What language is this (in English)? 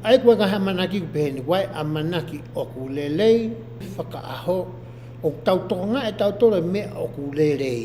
Tongan